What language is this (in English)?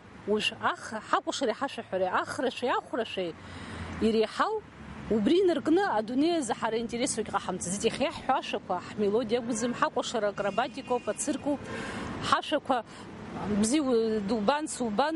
Abkhazian